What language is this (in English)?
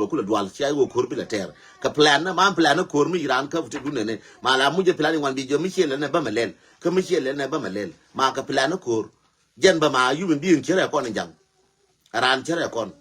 Nuer